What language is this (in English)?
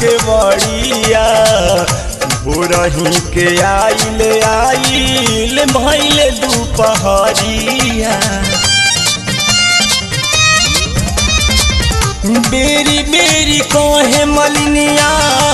Bhojpuri